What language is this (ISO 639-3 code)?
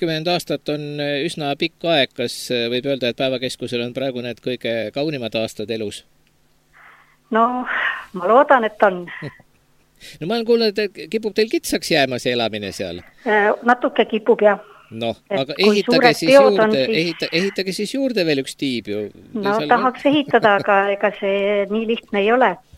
est